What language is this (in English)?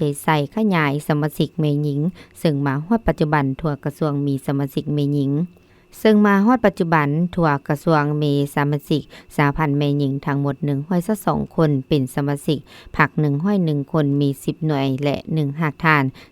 Lao